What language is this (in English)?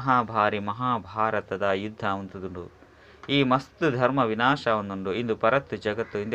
Tulu